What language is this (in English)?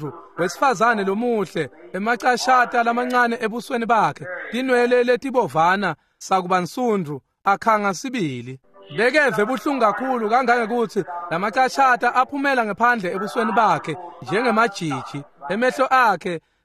Swati